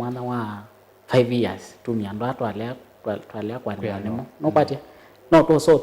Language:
Kamba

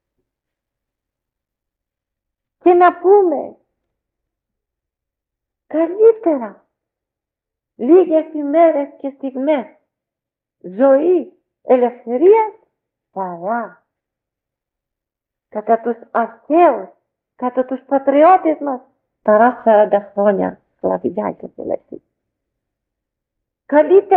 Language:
Greek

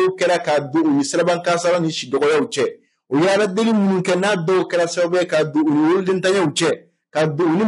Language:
Bambara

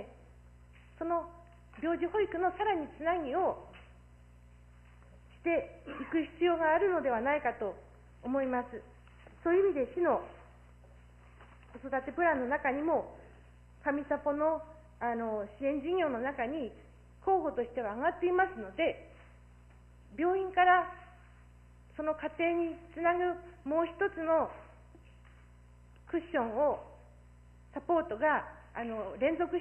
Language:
Japanese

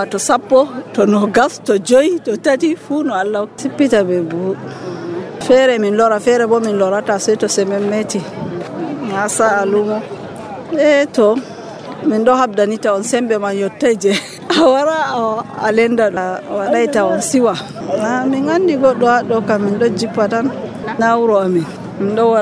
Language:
Nigerian Fulfulde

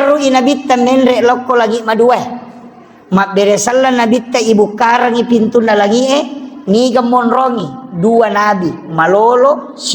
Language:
Buginese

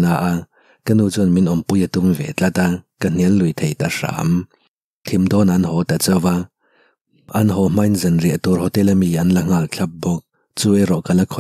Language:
Mizo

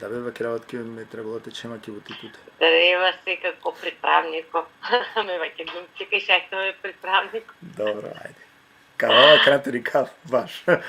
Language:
Balkan Romani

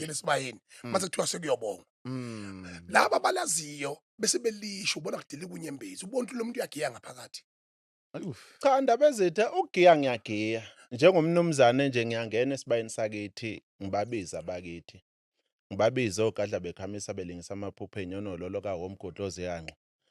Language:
Zulu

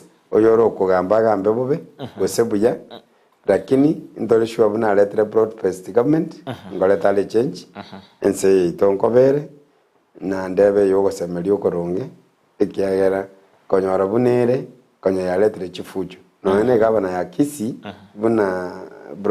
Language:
Gusii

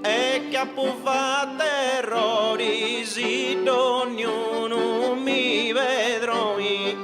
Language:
Sardinian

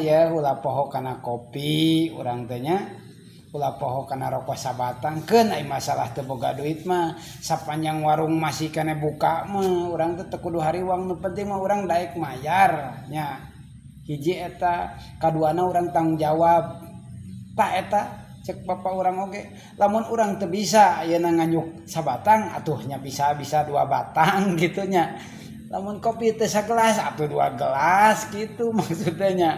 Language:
Sundanese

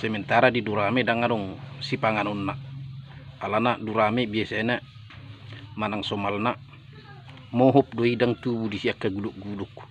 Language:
Batak Toba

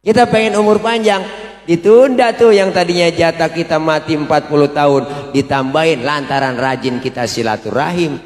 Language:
Betawi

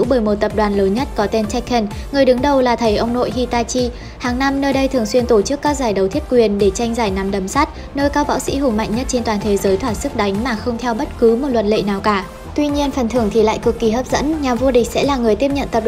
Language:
Vietnamese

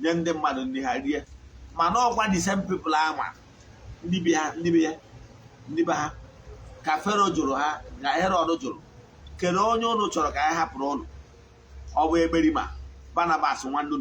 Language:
Igbo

